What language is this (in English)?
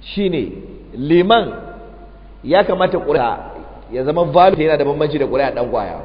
Hausa